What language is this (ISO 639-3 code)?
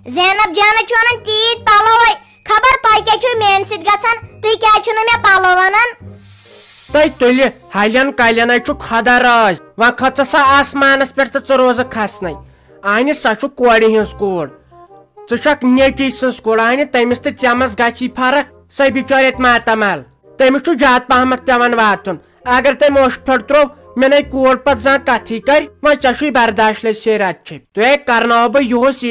kas